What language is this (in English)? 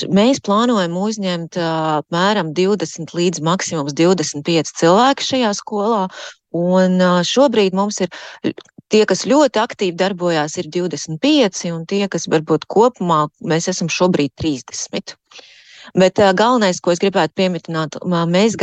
Latvian